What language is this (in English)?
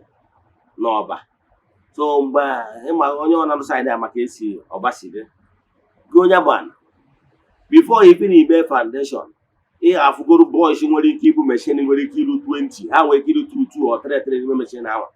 Igbo